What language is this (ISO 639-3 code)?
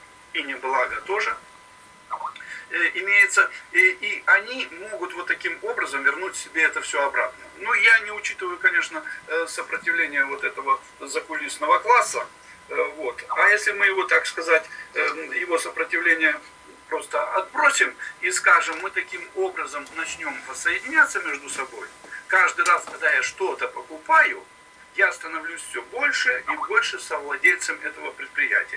rus